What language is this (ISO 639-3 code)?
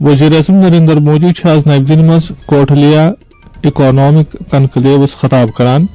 kas